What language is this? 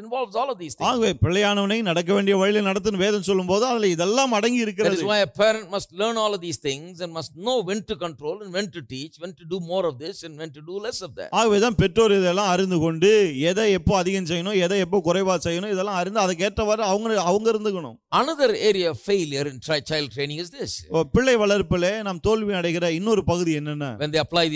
Tamil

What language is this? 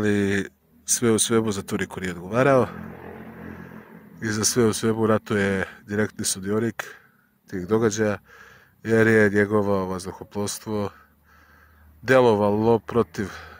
Serbian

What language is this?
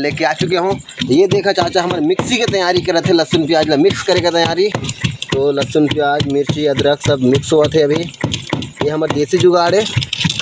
Chhattisgarhi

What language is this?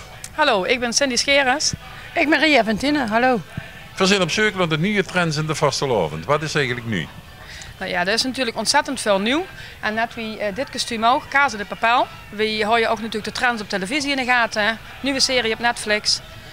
Limburgish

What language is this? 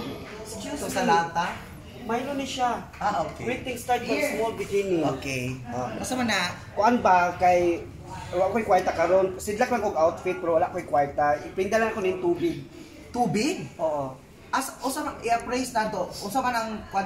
Cebuano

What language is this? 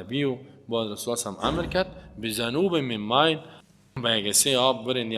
Persian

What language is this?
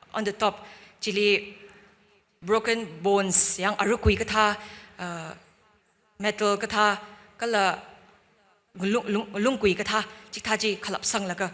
Tangkhul Naga (India)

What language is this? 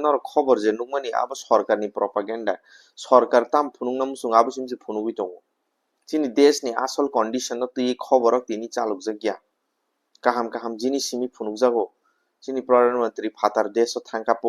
Kok Borok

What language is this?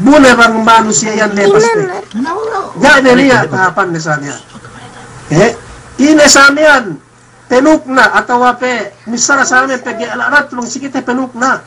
Yakan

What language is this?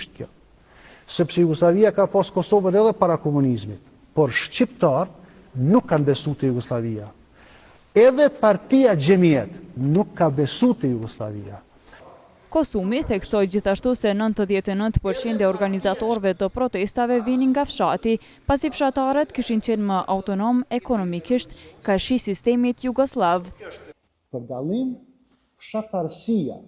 Albanian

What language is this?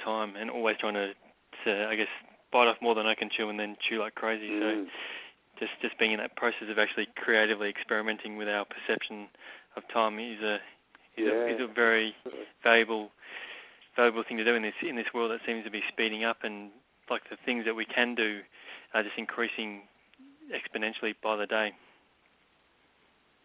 English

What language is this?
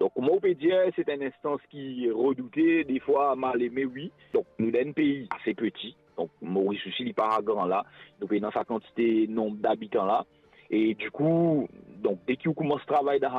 Morisyen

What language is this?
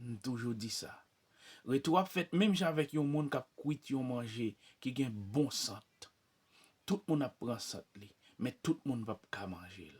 Haitian Creole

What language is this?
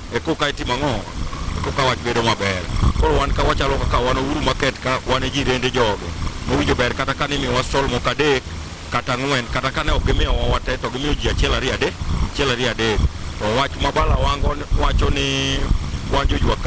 Luo (Kenya and Tanzania)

